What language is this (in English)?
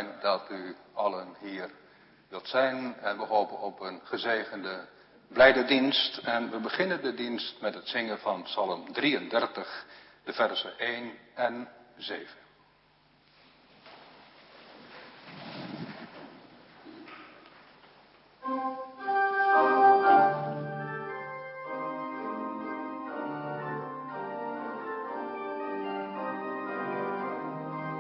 Dutch